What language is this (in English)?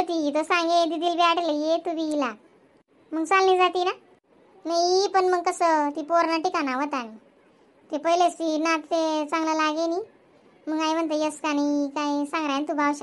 Khandesi